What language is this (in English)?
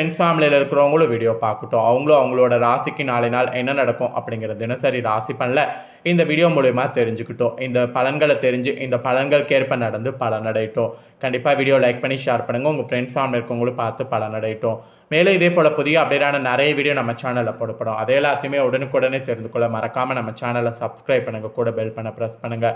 Tamil